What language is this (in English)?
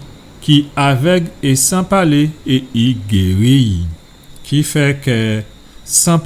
Guadeloupean Creole French